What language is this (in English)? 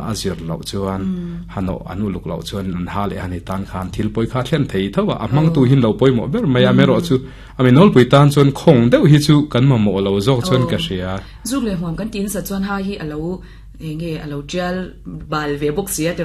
Mizo